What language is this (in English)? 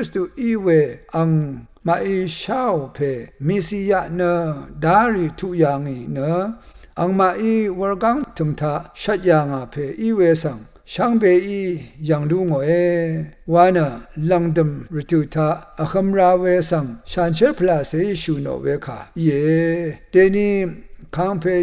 Rawang